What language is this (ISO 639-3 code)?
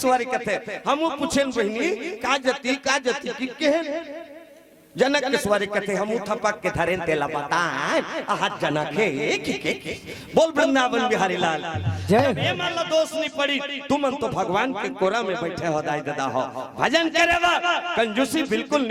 hne